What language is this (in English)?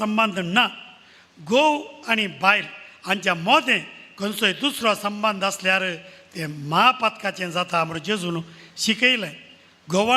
Konkani